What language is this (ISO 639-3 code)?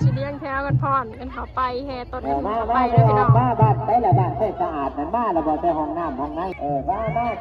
lao